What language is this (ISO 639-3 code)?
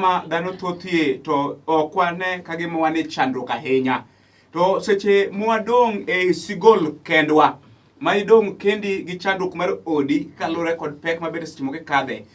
luo